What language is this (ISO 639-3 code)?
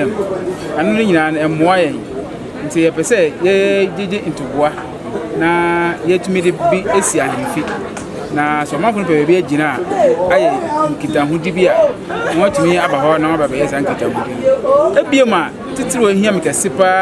aka